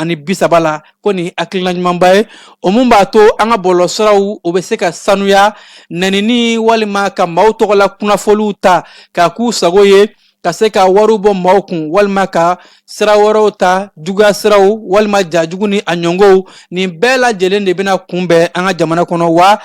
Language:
Bambara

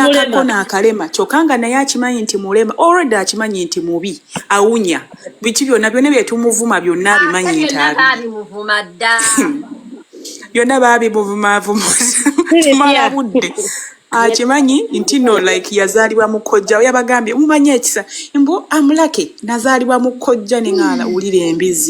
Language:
Ganda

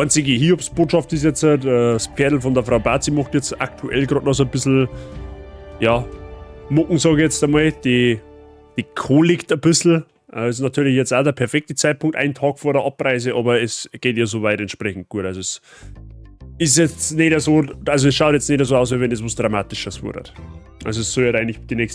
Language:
Bavarian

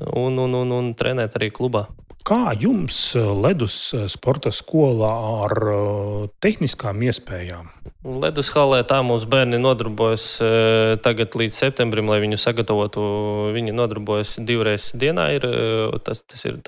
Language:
Latvian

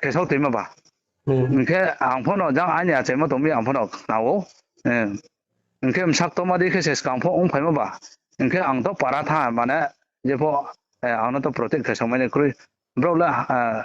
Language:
Riang (India)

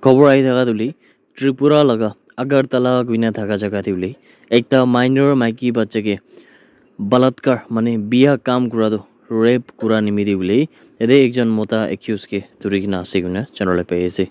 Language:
Naga Pidgin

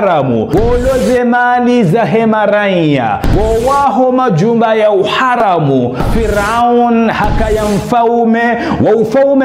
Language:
Ngazidja Comorian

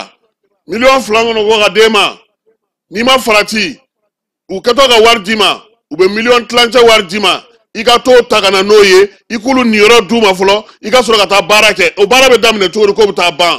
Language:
Bambara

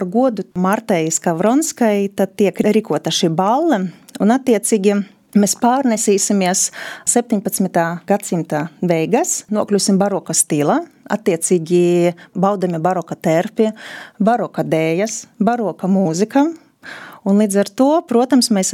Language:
Latvian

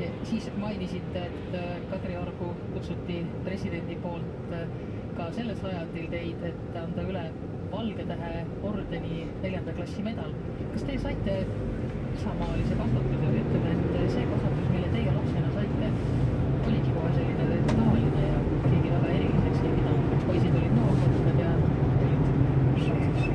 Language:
Estonian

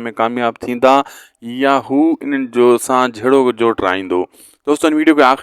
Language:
Sindhi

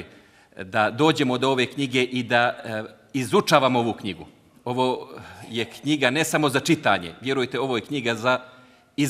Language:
Bosnian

